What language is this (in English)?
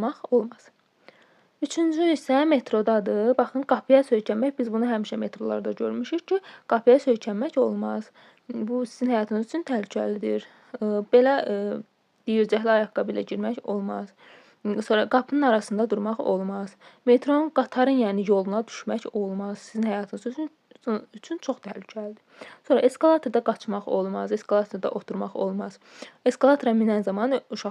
Azerbaijani